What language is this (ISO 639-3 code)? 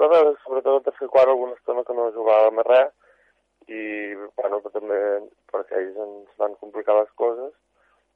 cat